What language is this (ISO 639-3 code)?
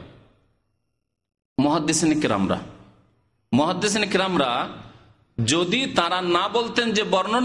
ben